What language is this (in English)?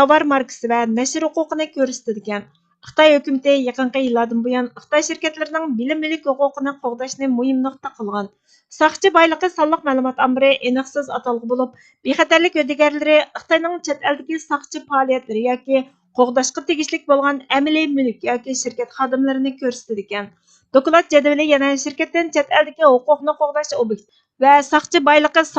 Uyghur